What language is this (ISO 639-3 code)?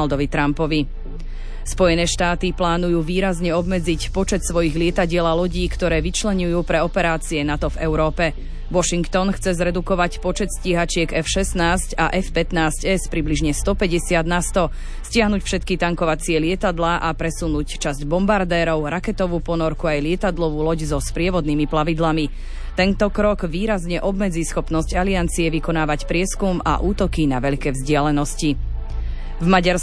slk